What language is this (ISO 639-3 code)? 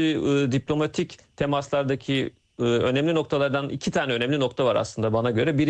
tur